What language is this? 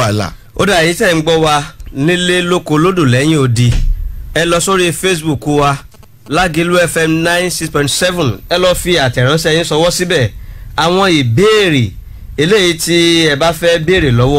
Yoruba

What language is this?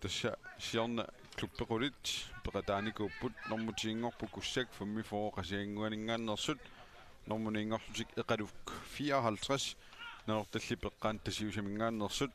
Kalaallisut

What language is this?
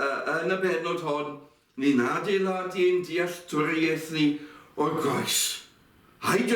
Welsh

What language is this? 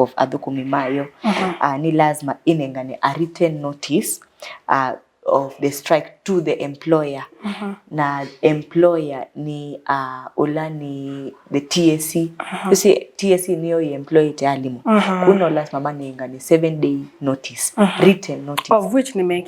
Kamba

